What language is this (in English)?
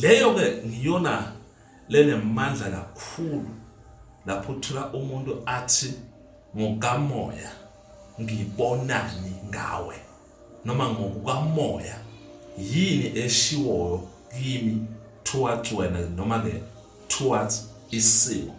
Zulu